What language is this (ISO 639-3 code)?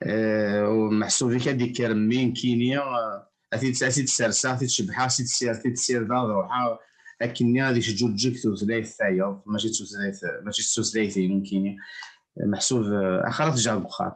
kab